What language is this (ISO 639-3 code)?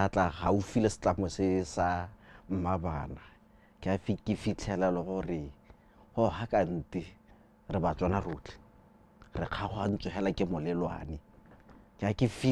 tsn